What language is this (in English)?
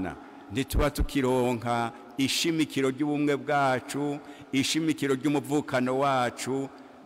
Rundi